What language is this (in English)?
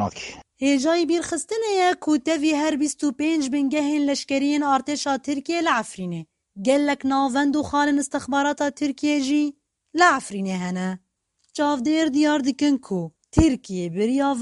Kurdish